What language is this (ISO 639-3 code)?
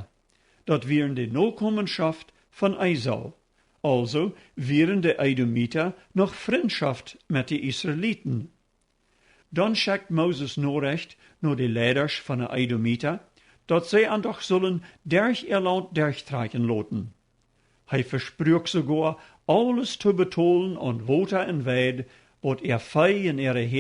pdt